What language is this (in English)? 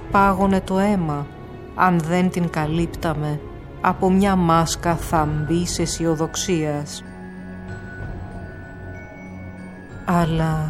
Greek